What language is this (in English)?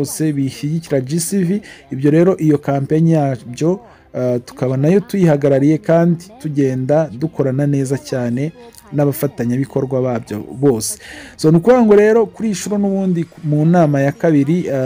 Kinyarwanda